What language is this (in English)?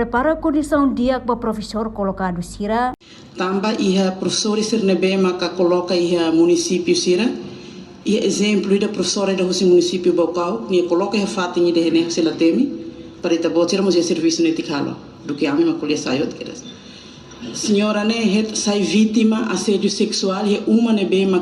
Tetum